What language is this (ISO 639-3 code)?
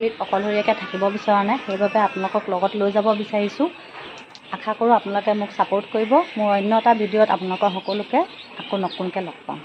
asm